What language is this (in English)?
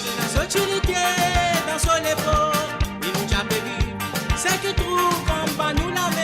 Morisyen